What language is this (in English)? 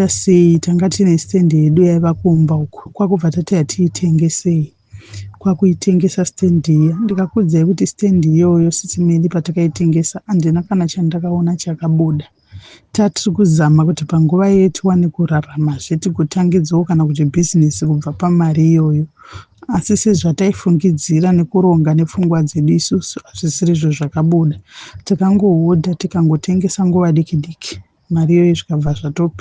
Shona